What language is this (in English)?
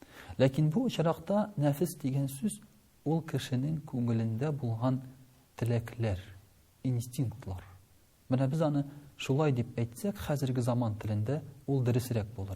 Tatar